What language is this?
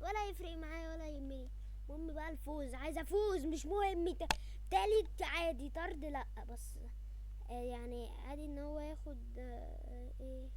Egyptian Arabic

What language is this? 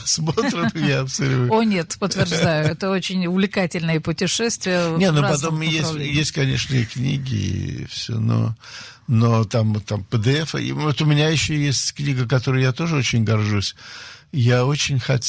Russian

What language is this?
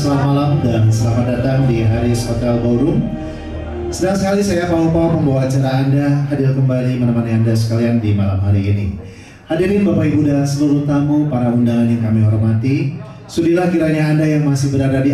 Indonesian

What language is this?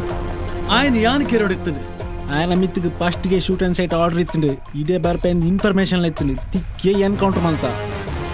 Tulu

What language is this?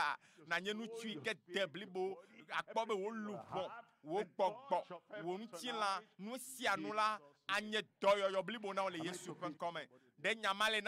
Ewe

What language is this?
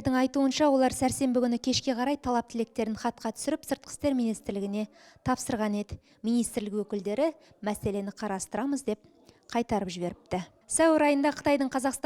Kazakh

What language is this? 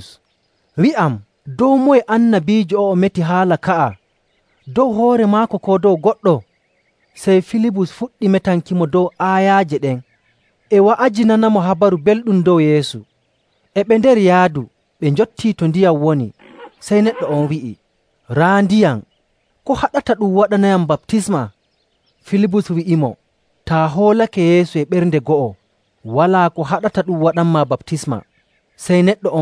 Nigerian Fulfulde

